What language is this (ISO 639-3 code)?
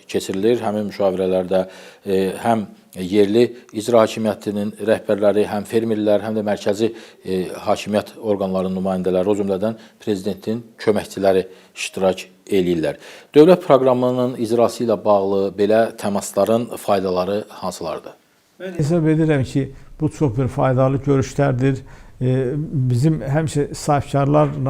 aze